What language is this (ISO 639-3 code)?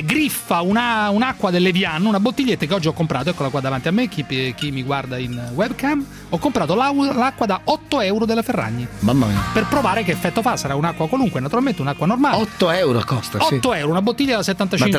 ita